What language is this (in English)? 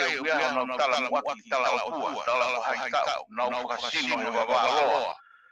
Tongan